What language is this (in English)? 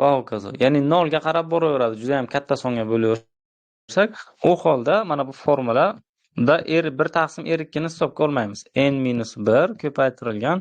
Uzbek